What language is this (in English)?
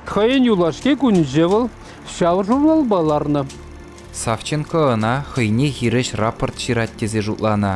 Chuvash